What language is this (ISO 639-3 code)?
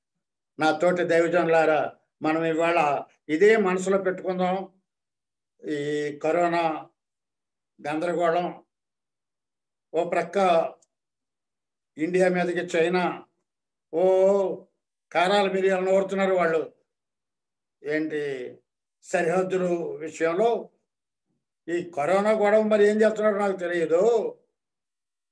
tel